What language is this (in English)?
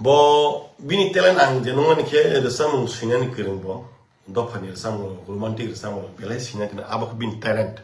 Kok Borok